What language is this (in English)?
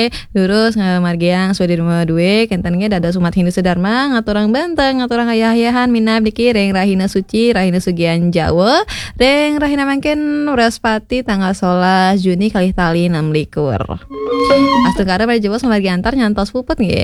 Balinese